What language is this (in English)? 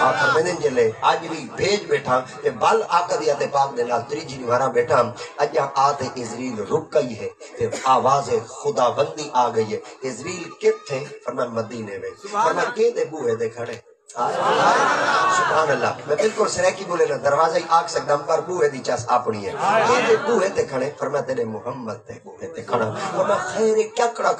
Saraiki